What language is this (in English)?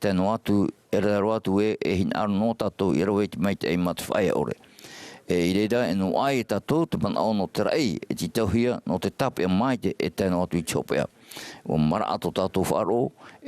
Tahitian